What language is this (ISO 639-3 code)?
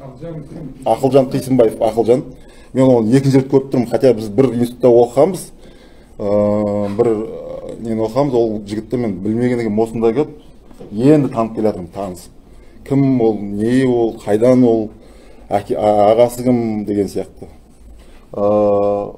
kaz